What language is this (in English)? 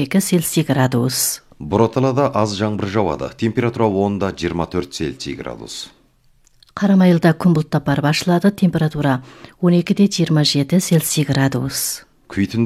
Kazakh